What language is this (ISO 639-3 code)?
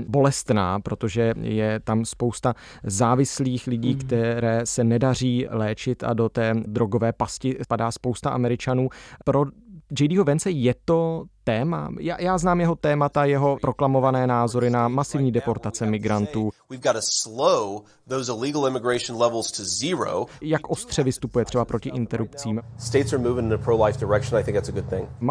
ces